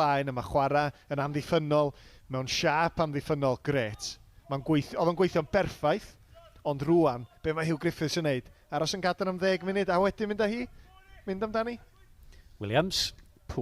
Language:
Welsh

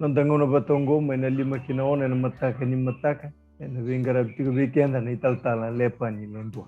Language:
Fijian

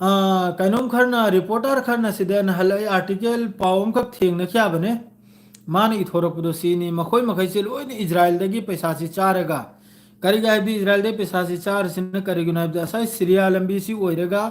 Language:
Manipuri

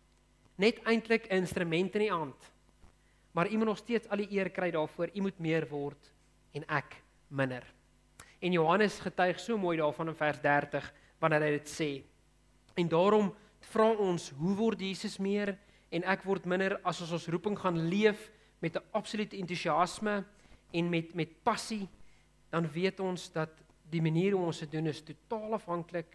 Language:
Afrikaans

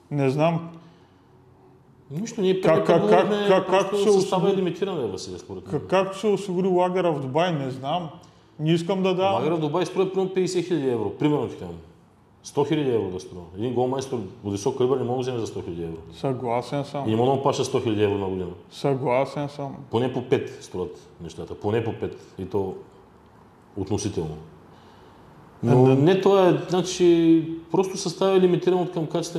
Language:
Bulgarian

